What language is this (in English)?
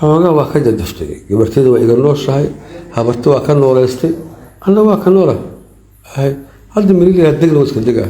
Somali